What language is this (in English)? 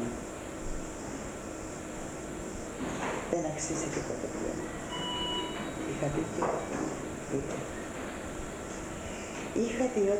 Greek